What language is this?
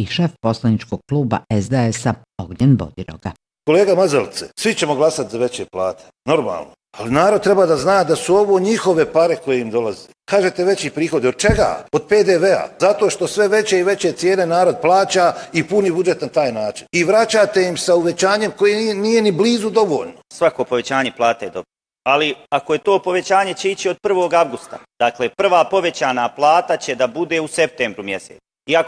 Bosnian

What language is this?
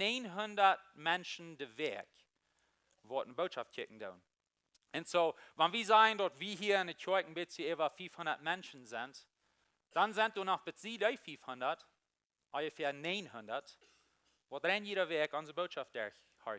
Plautdietsch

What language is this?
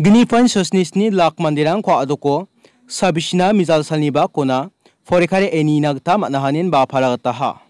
Garo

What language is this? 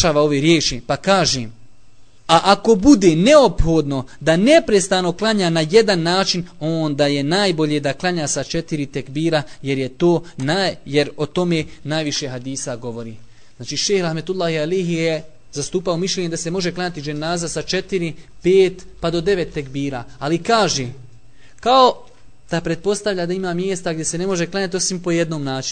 Bosnian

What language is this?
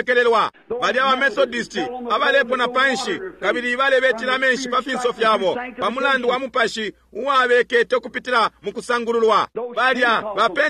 Bemba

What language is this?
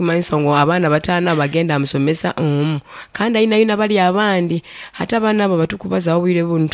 Nyoro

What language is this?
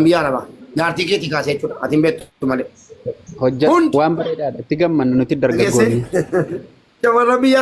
Oromo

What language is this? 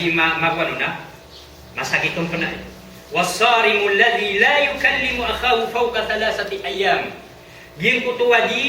Maranao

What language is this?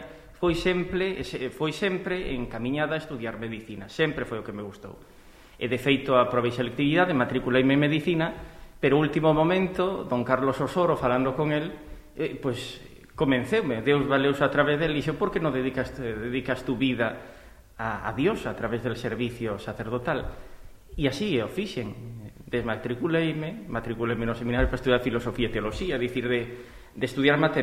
Galician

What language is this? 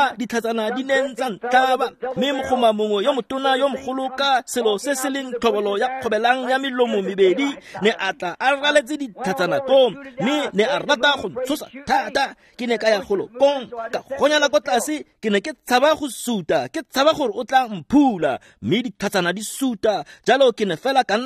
Tswana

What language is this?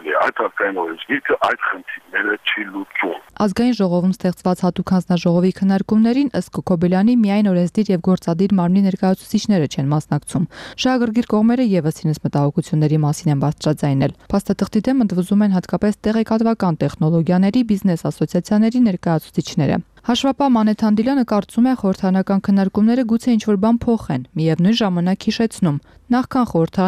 Armenian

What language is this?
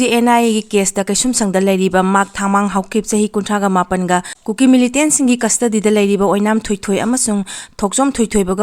Manipuri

